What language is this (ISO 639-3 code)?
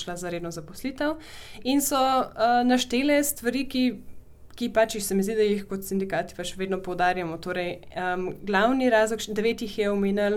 slv